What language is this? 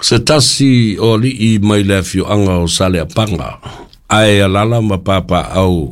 Samoan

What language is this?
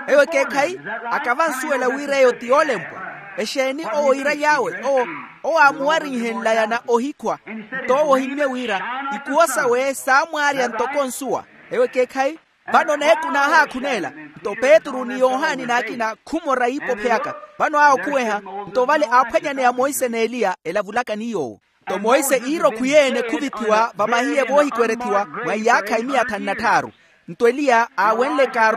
Makhuwa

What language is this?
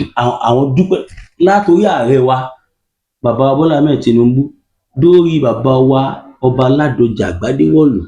Yoruba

